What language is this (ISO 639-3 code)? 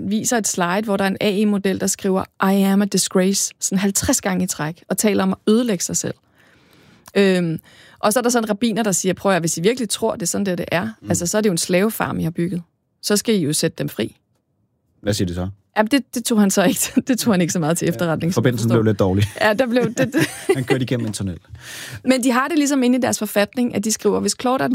dan